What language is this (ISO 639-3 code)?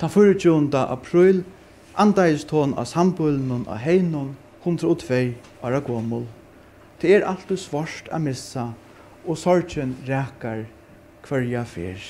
fao